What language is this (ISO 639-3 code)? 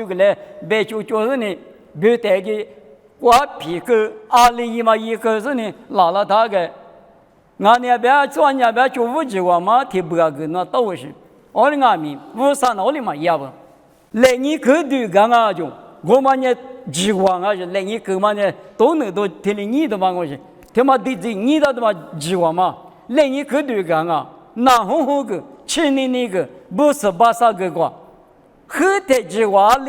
lis